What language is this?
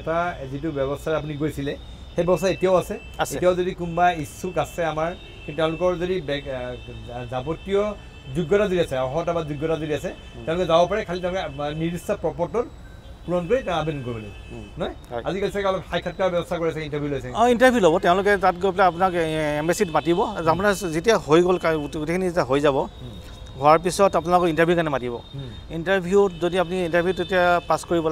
Assamese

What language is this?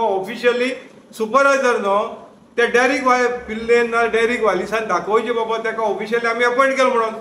Konkani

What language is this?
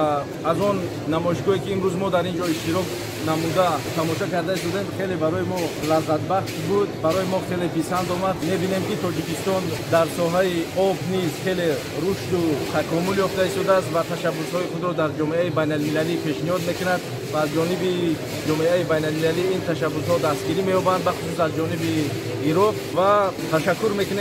Tajik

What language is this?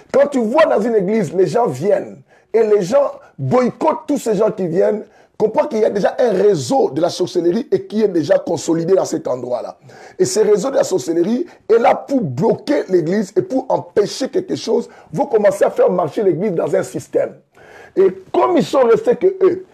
French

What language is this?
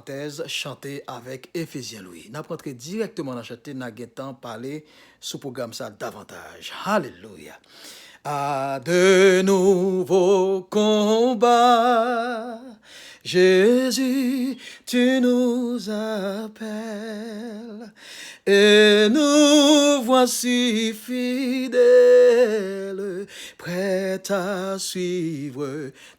Haitian Creole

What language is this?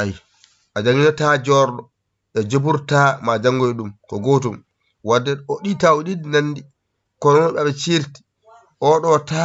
Fula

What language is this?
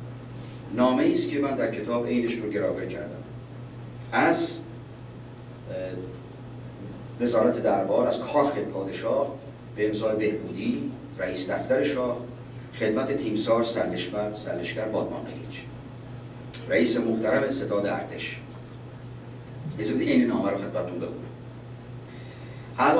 Persian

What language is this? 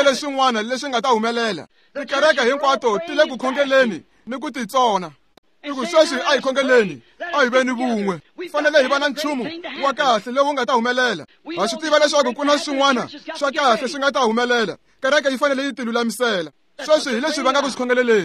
Tsonga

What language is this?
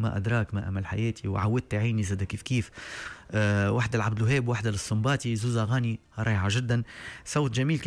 Tunisian Arabic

